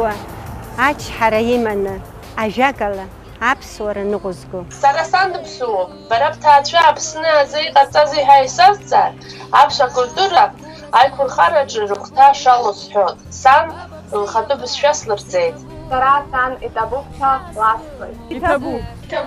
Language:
Abkhazian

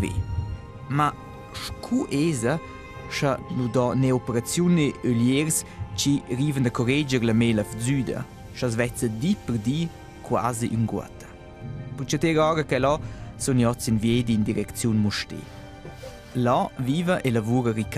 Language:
Romansh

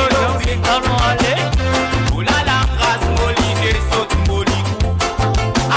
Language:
Morisyen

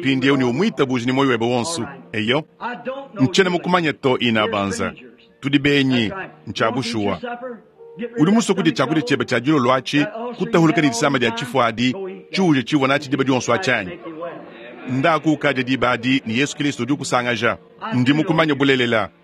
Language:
Luba-Lulua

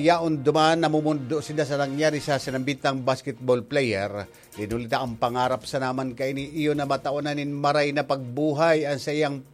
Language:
Bikol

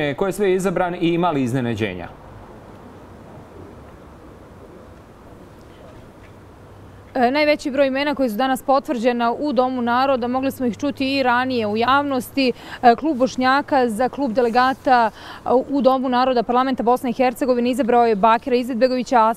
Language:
Bosnian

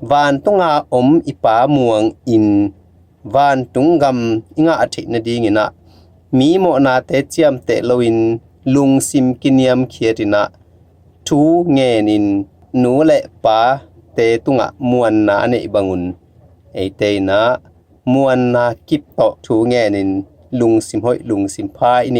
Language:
Tedim Chin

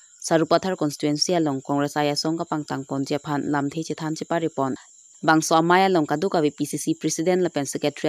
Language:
Karbi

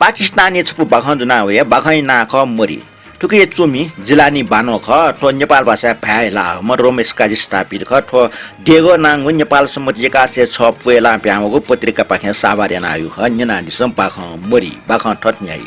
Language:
Newari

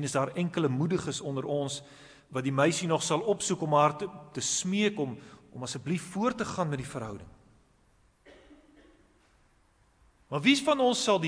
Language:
Afrikaans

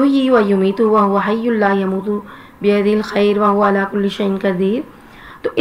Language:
Urdu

